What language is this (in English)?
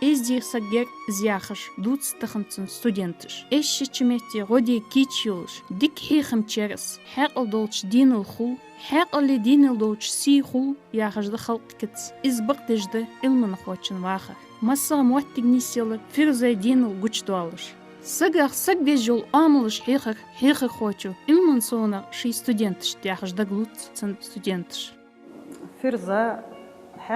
Ingush